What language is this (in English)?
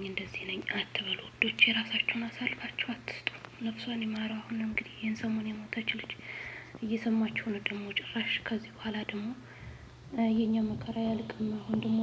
Amharic